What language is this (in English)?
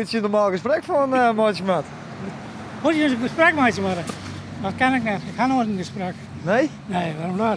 Western Frisian